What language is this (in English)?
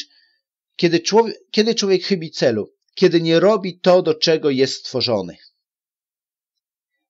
Polish